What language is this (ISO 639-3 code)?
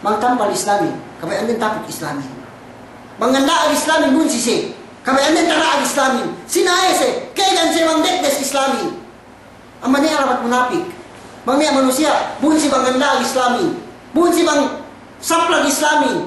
yka